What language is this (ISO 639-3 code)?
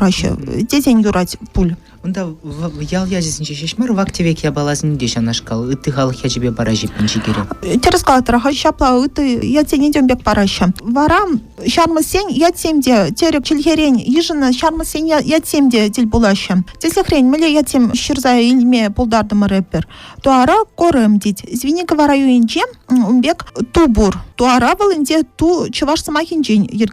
chv